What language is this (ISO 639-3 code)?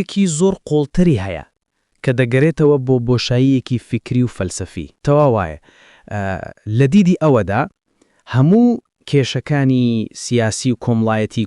ckb